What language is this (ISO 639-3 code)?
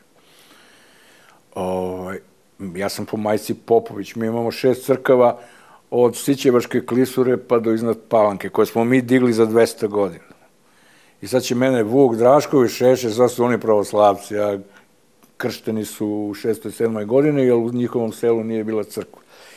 srp